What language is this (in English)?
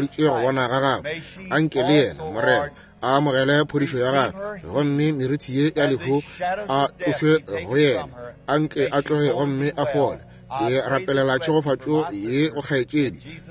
Northern Sotho